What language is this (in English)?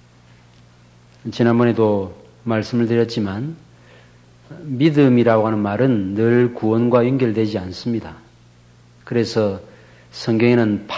Korean